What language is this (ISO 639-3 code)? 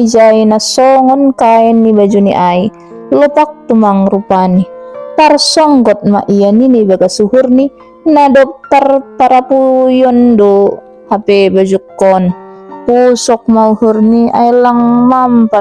bts